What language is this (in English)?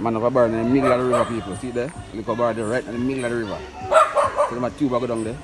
Jamaican Creole English